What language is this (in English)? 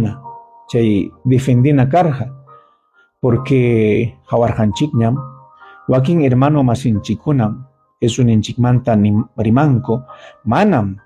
Ayacucho Quechua